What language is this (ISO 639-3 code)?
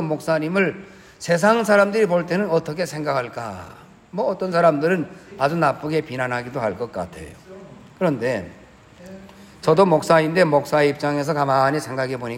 kor